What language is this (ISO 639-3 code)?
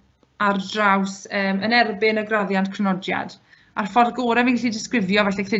cym